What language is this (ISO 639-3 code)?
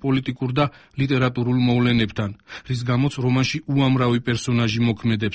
kat